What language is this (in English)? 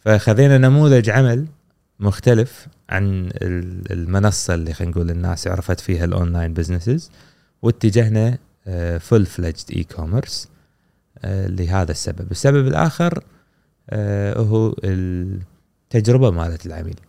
Gulf Arabic